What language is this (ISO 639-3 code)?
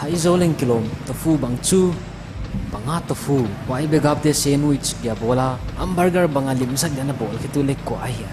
pck